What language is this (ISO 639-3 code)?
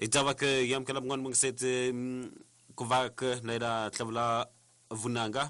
tso